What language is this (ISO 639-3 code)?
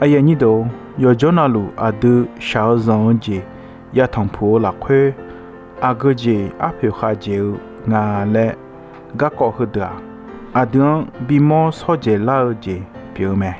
ahk